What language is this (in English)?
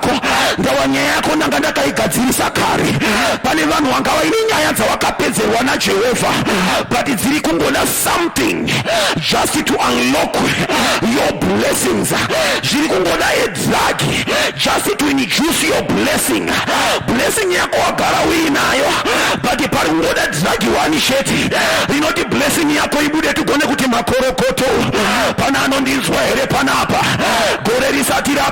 Shona